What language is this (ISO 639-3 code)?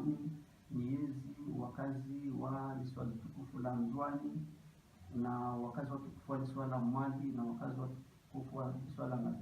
zdj